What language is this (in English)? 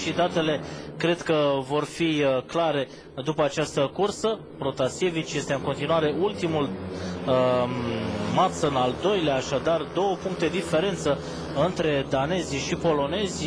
Romanian